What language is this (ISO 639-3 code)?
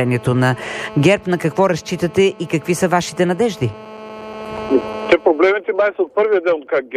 bul